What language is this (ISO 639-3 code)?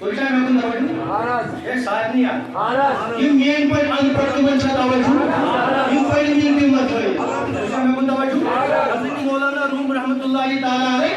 kas